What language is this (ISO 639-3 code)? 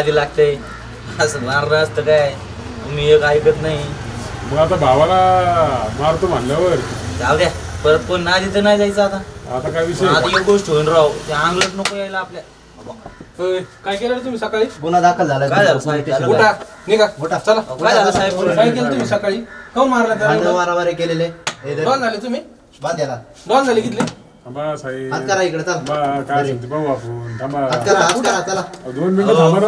mar